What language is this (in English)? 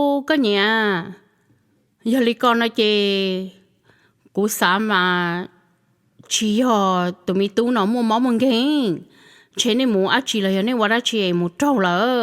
Hmong